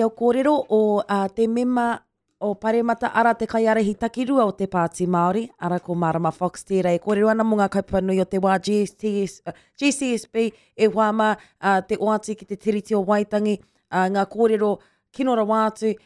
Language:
Māori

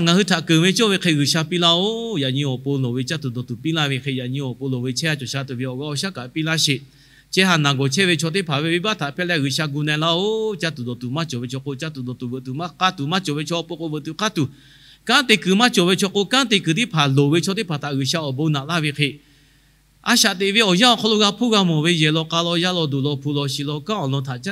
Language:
Lahu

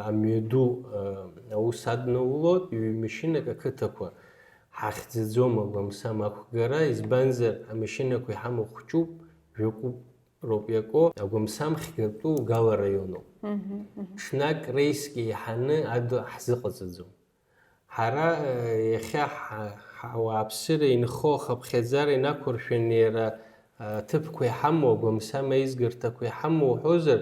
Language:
Abkhazian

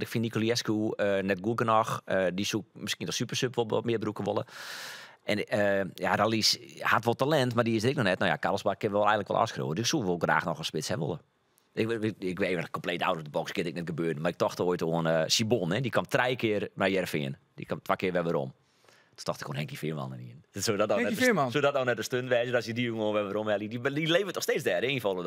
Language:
Western Frisian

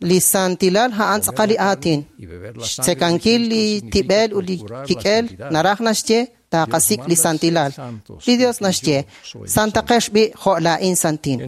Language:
Kekchí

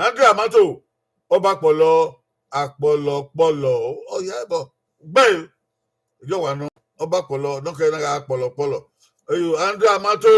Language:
Bini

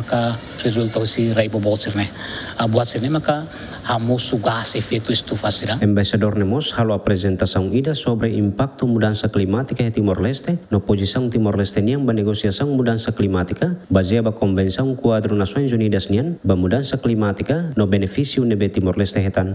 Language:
Tetum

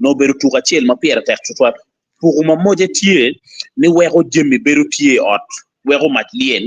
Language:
Acoli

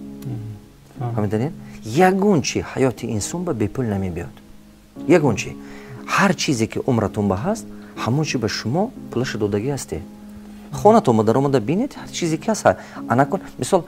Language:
Tajik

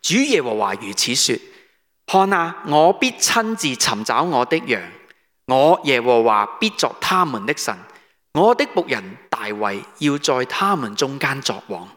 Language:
Cantonese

